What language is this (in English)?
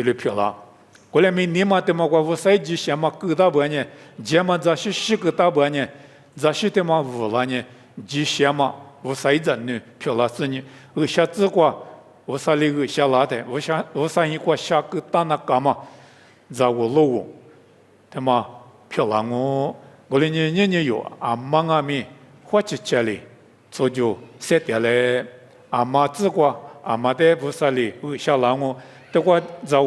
Lisu